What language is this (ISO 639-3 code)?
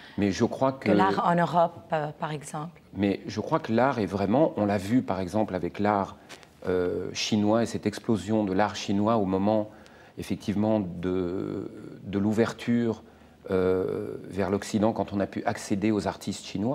fra